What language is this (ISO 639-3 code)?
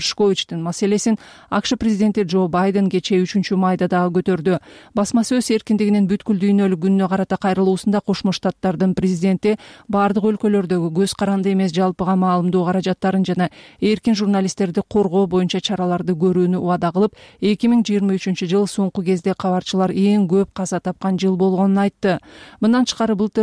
kir